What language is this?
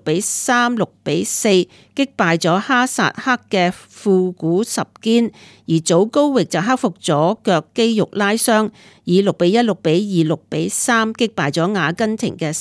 Cantonese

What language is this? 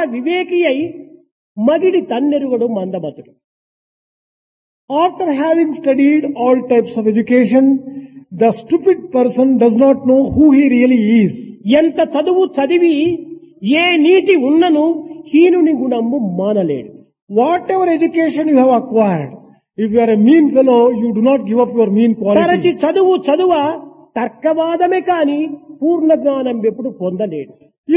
Telugu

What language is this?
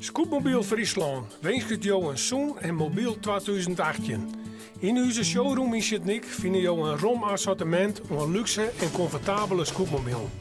Western Frisian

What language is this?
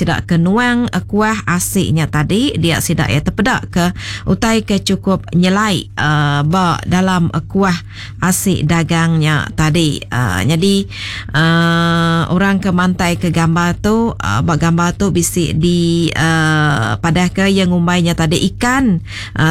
Iban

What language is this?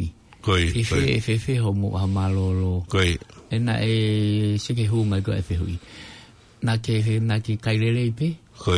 Tongan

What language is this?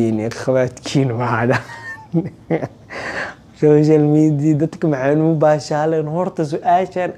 Somali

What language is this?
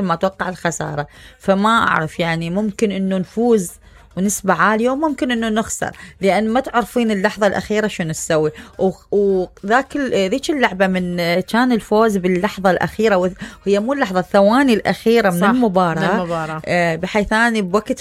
Mesopotamian Arabic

